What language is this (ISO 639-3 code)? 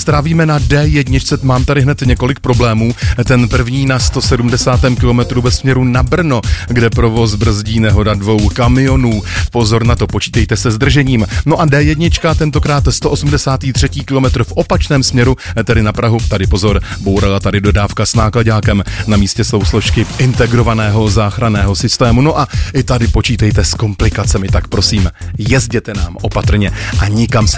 ces